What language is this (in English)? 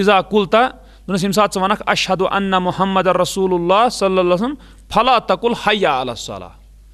Kashmiri